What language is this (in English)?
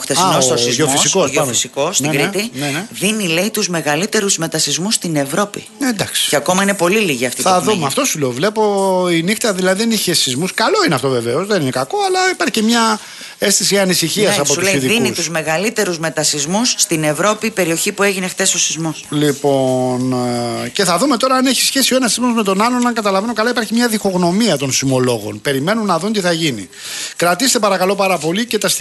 Greek